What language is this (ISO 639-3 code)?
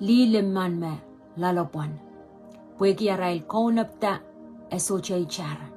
pon